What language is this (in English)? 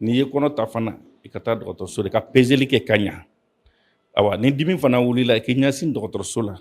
Bambara